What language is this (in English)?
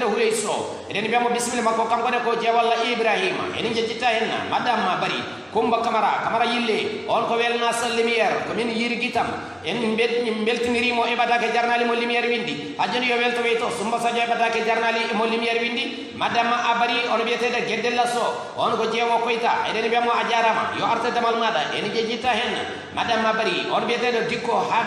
Fula